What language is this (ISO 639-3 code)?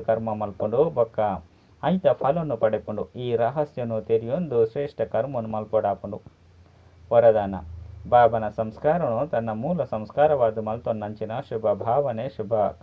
tcy